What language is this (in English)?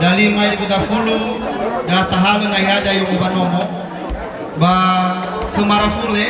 Nias